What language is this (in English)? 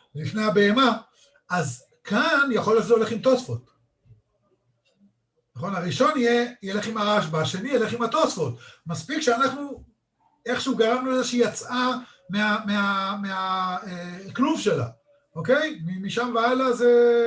Hebrew